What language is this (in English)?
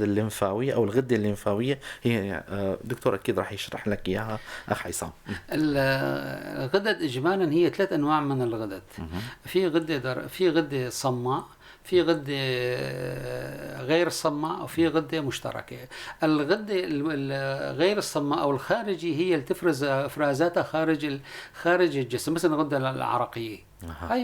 North Levantine Arabic